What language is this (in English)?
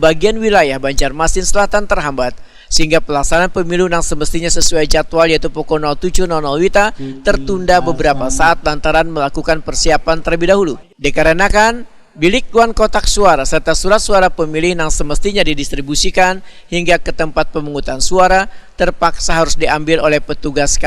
Banjar